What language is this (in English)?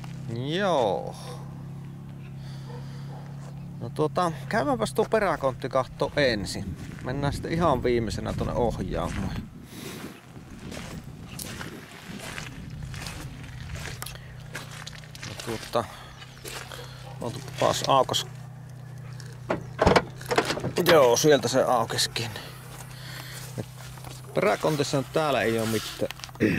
Finnish